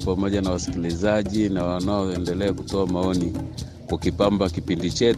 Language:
Swahili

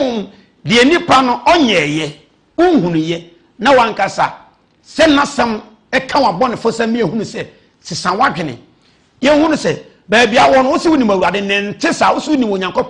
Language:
Akan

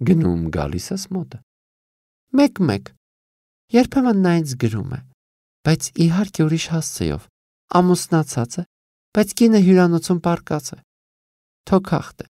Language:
Armenian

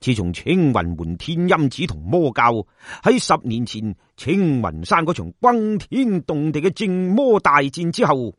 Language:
Cantonese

